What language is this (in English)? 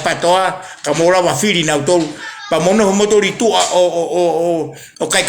Tongan